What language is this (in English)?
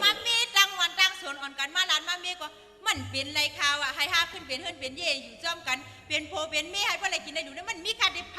Shan